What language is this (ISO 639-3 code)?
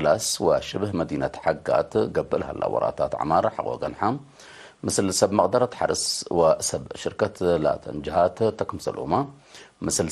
tig